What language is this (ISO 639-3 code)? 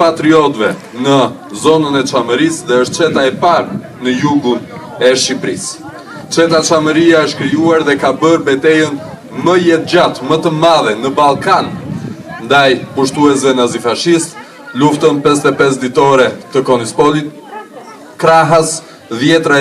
sqi